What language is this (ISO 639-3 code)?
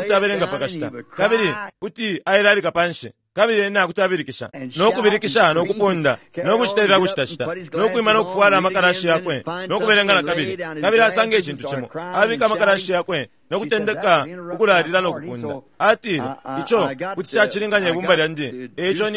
bem